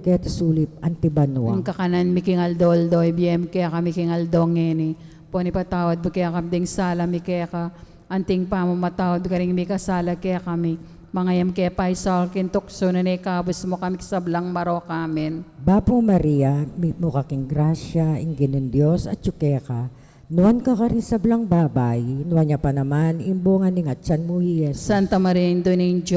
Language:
Pampanga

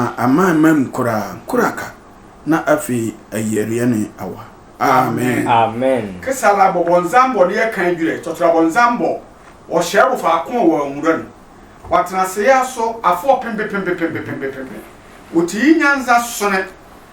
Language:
Sehwi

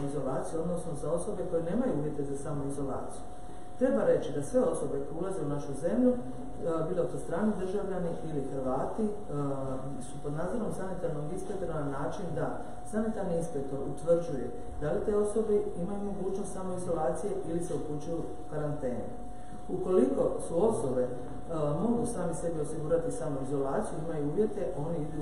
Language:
Croatian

